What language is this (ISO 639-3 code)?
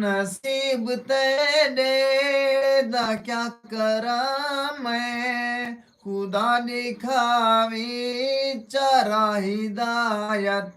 skr